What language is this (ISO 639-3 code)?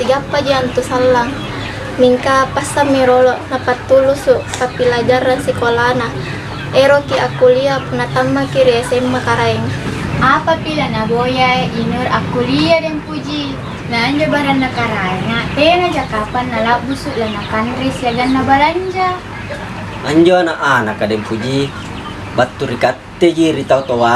mak